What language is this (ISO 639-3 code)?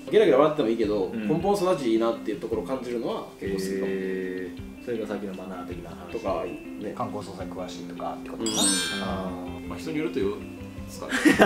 jpn